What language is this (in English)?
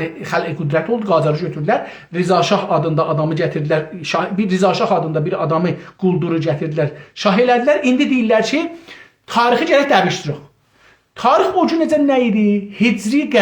South Azerbaijani